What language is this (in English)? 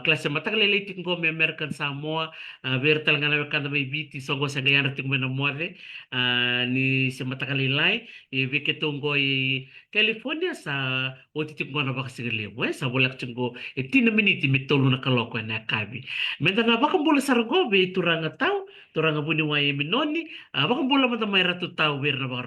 Fijian